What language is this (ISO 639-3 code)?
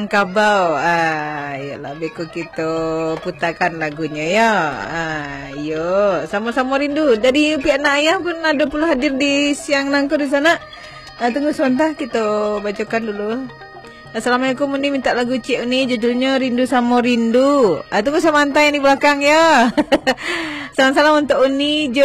min